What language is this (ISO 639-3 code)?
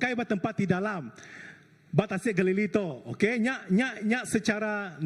iba